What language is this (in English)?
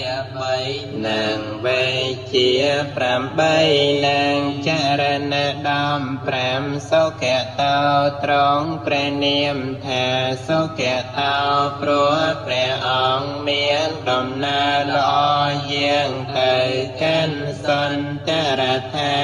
Khmer